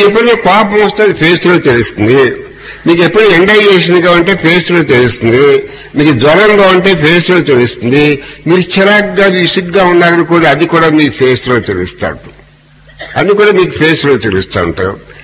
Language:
Telugu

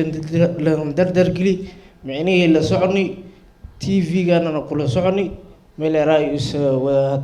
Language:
Somali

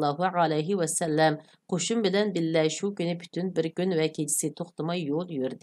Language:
Uyghur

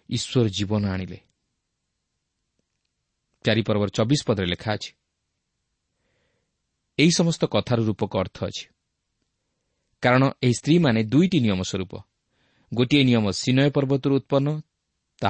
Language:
Odia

